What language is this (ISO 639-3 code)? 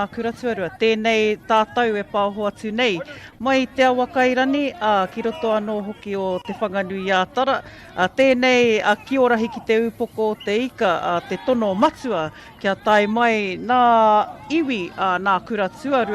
mri